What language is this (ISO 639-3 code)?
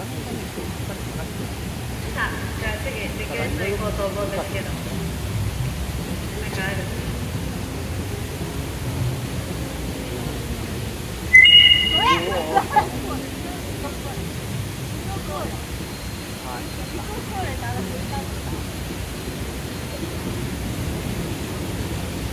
jpn